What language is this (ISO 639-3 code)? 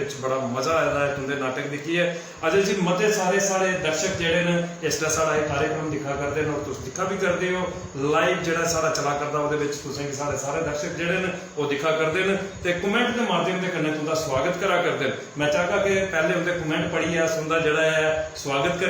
doi